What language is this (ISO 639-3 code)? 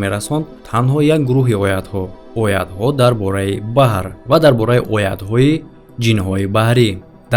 tgk